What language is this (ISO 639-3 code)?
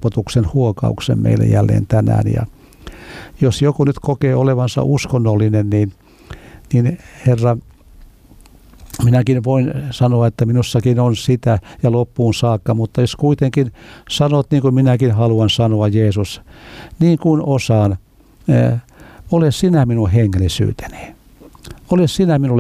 fin